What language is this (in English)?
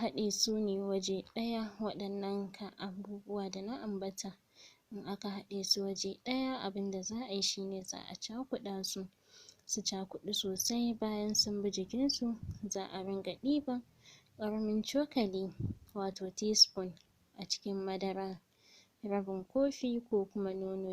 Hausa